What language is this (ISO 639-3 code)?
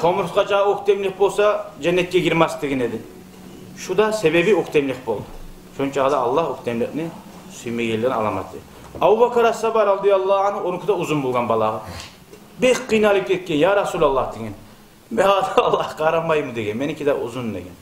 kum